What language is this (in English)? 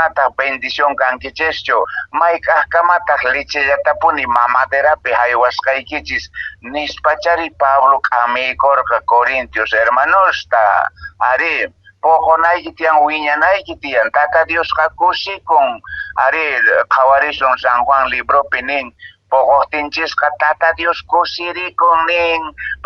Quechua